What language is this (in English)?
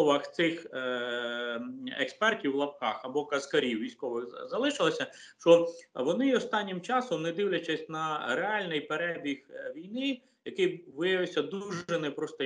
Ukrainian